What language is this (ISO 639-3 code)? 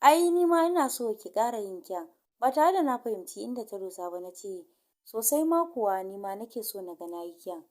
hau